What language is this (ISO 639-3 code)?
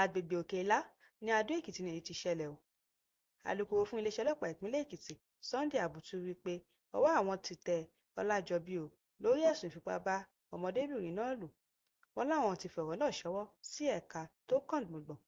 yor